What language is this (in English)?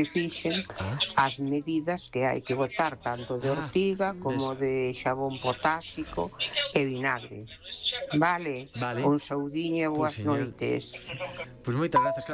Galician